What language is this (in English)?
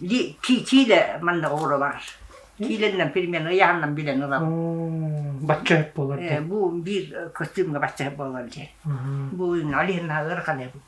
Yakut